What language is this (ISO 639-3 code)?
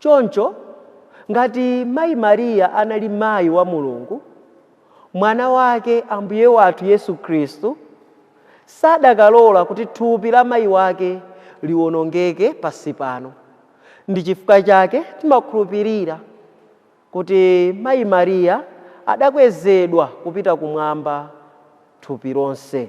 nya